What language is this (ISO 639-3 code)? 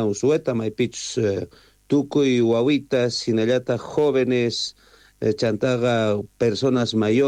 quh